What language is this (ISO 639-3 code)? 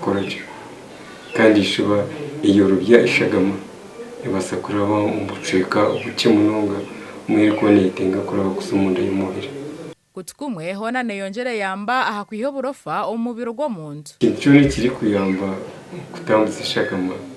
nyn